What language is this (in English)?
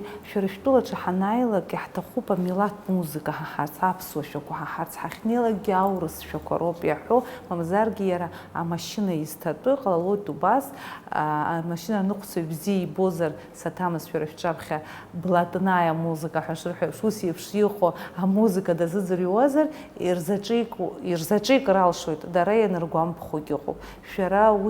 Abkhazian